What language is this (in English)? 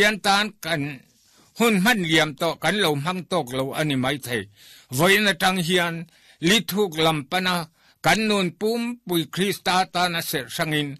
Mizo